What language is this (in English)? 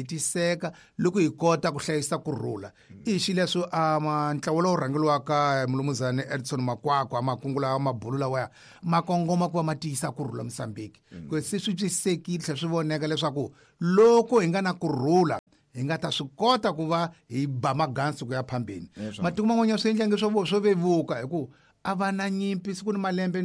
Tsonga